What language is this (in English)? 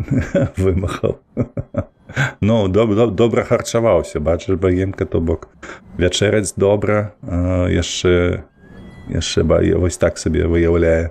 Belarusian